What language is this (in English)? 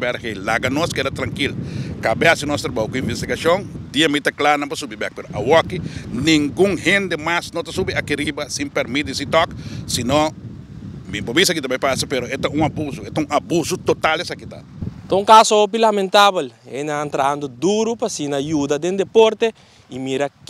Papiamento